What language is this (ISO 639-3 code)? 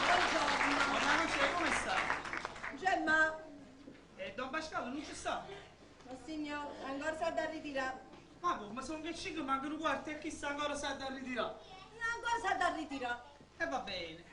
nap